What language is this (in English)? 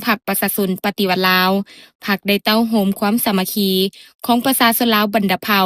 Lao